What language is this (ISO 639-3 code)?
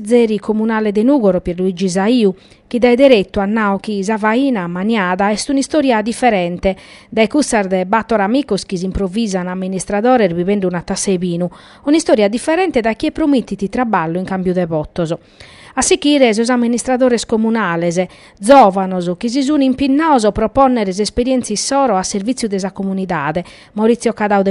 srd